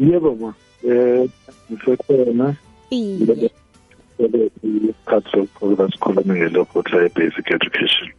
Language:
South Ndebele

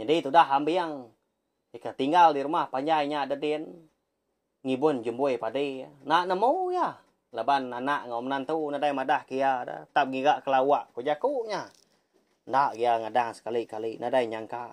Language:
Iban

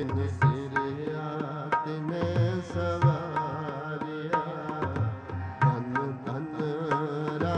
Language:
Punjabi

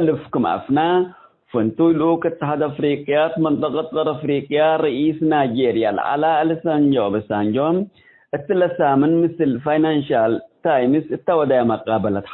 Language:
Tigre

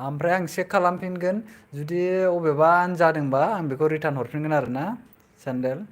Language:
Bodo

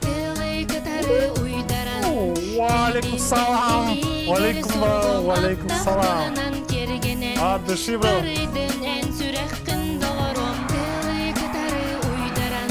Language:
Yakut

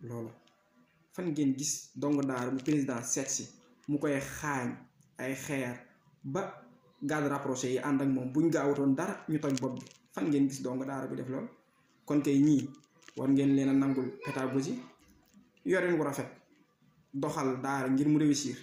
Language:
Wolof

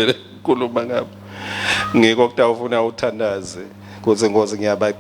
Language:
Swati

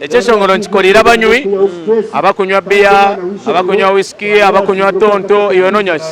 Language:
Nyankole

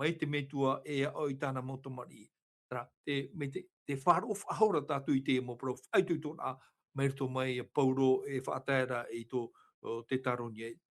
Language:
Tahitian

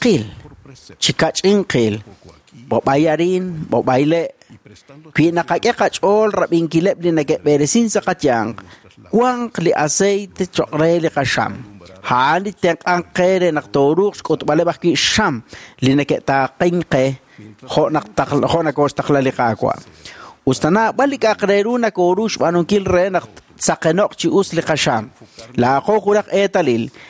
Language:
Kekchí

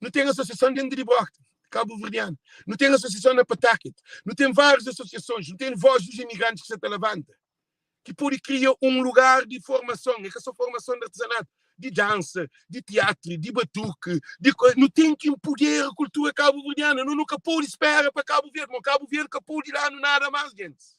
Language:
Kabuverdianu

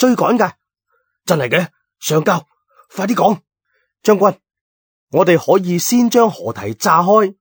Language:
Cantonese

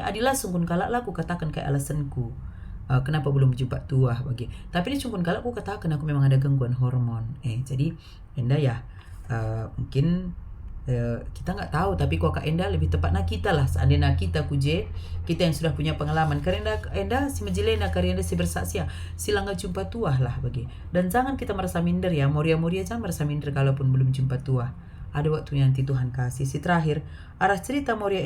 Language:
Batak Karo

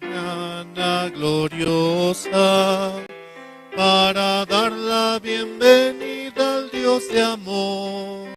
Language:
South Bolivian Quechua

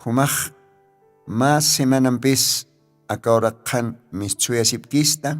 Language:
Aymara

